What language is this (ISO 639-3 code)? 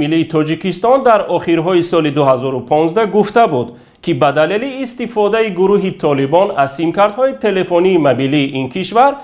tgk